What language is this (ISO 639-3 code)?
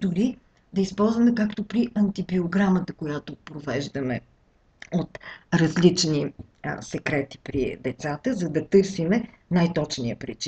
bul